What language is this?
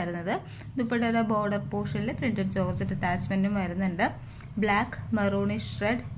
Malayalam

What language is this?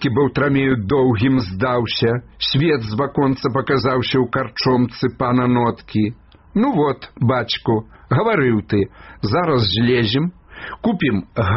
Belarusian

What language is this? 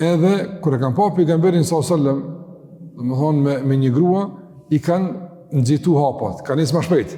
Albanian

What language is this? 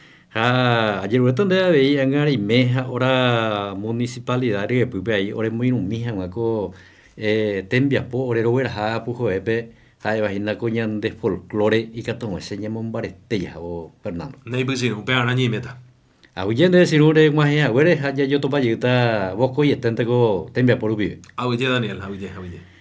Guarani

